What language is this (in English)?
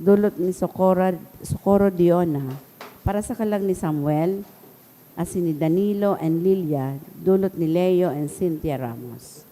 Bikol